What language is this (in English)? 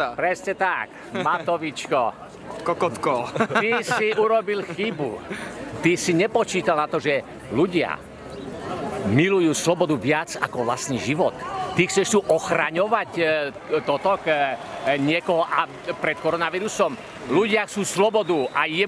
Slovak